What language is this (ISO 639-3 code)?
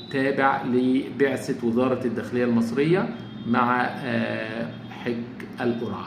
arz